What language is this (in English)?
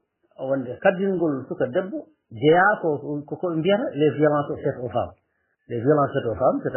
Fula